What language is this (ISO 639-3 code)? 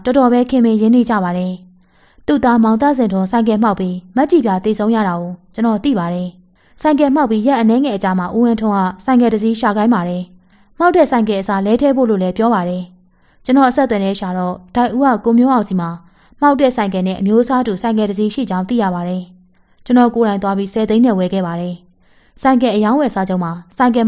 mya